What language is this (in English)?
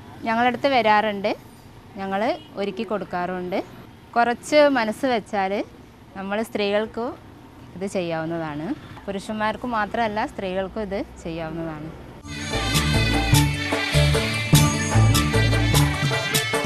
Malayalam